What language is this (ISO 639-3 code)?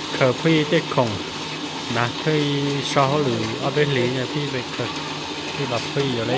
hmn